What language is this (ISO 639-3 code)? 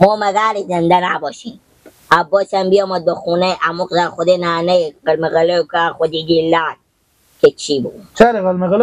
fas